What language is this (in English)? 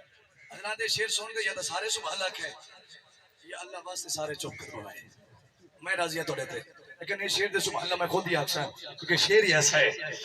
Saraiki